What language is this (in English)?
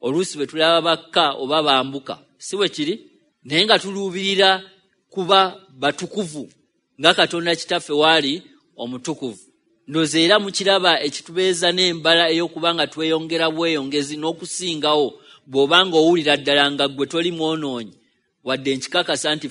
Ganda